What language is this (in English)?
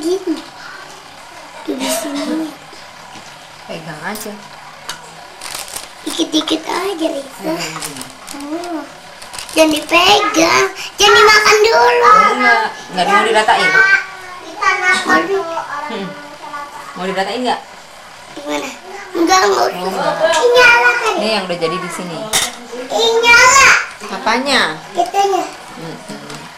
Indonesian